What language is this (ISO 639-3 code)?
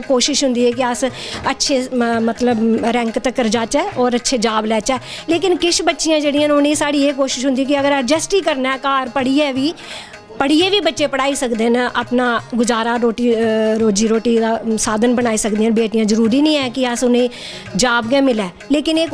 doi